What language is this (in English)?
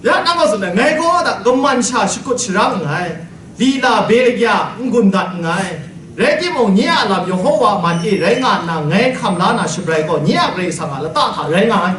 Kachin